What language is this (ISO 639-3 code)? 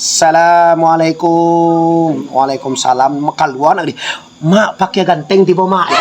min